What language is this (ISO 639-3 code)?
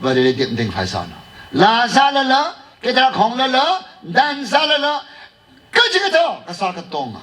nmf